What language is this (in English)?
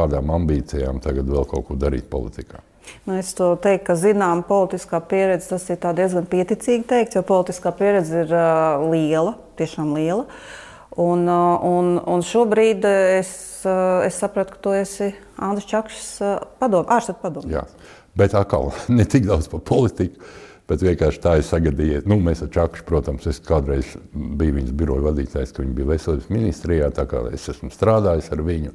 Latvian